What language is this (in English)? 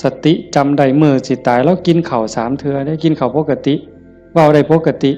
Lao